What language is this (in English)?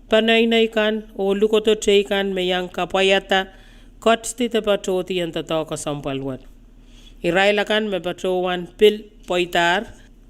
Pohnpeian